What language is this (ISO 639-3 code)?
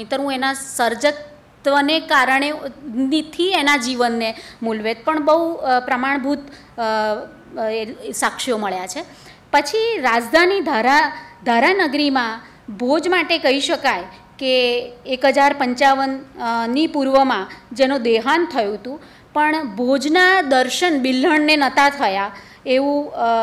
guj